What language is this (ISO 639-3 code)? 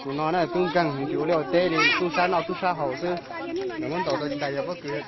hmn